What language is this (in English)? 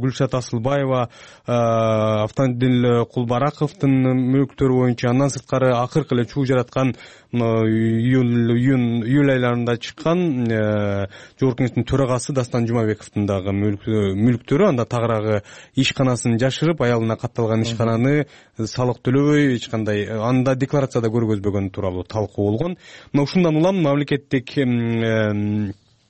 Kyrgyz